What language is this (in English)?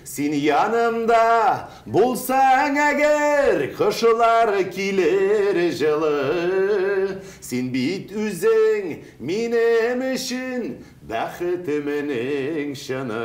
Tatar